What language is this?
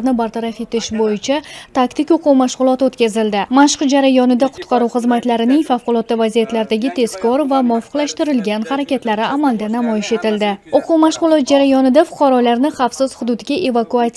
Uzbek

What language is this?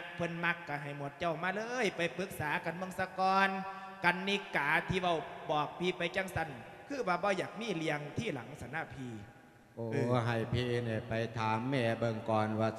Lao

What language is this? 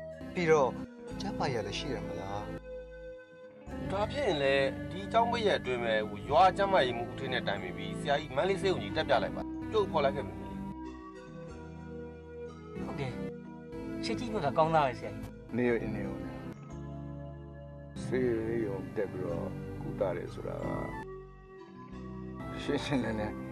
Burmese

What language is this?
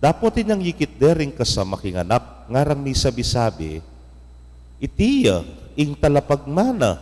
Pampanga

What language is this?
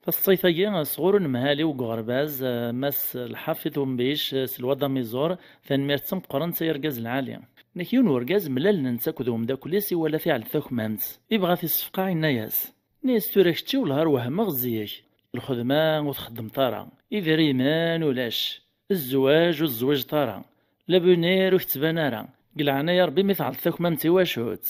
Kabyle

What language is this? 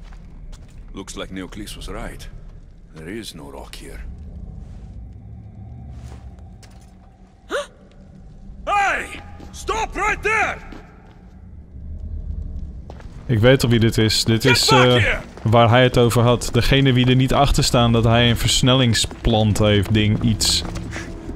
Dutch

